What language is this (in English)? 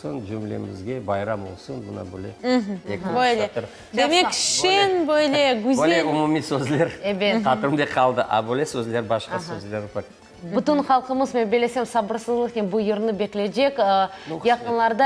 Crimean Tatar